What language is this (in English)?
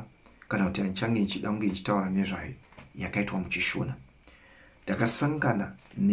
Shona